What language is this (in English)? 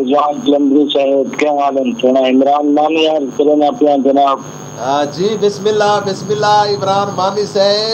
Saraiki